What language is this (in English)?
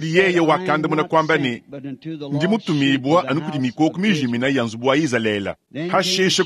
Luba-Lulua